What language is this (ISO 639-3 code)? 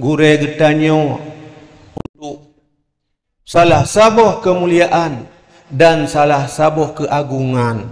ace